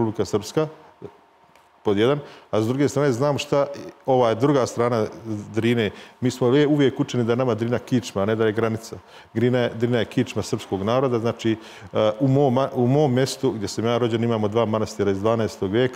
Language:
Serbian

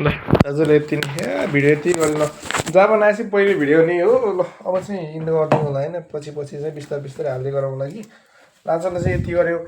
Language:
Nepali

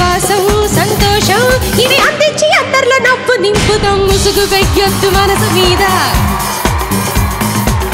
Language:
Telugu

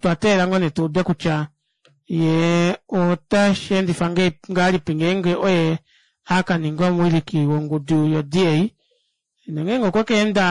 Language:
Kuanyama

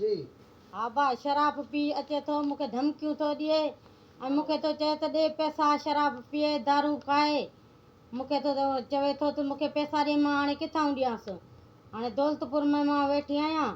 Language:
Sindhi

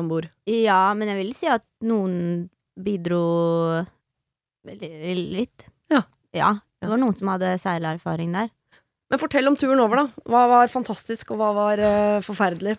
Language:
Norwegian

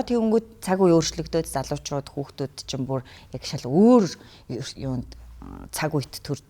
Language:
Mongolian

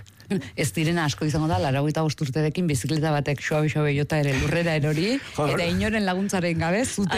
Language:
Basque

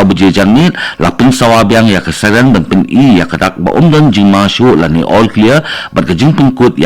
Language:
Khasi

